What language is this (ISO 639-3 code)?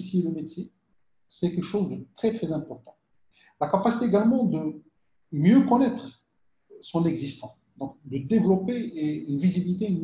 fra